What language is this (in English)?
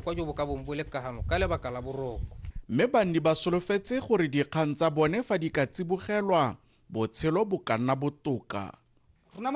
Tswana